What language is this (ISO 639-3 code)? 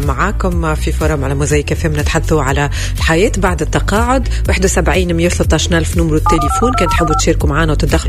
aeb